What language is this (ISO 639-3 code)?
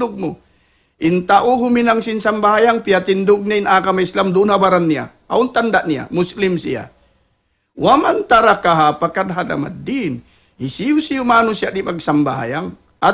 tsg